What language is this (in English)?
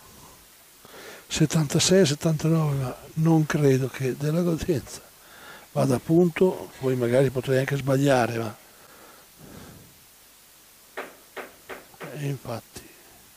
Italian